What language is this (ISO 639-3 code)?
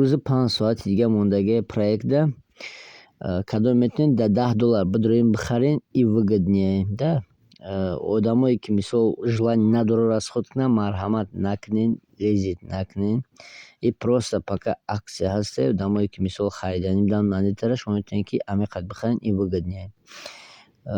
tgk